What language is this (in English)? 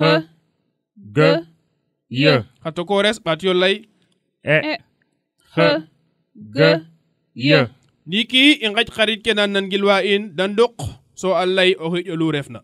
Serer